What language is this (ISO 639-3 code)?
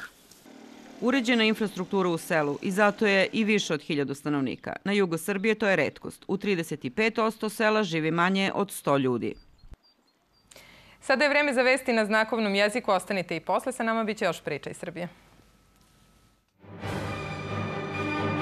srp